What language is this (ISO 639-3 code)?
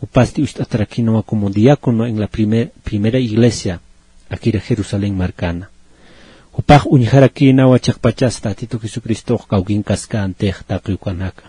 aym